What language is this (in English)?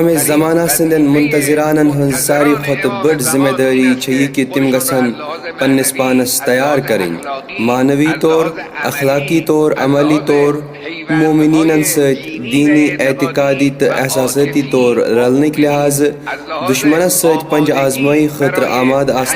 Kashmiri